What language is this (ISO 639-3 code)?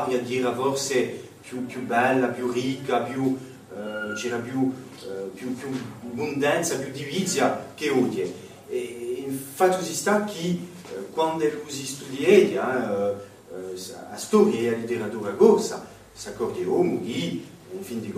cos